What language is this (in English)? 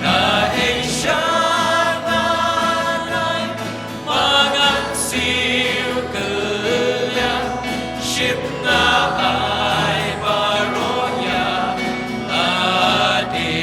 Khasi